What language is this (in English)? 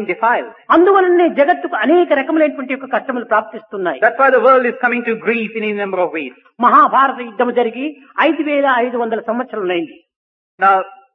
Telugu